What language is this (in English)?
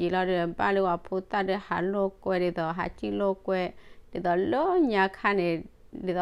S'gaw Karen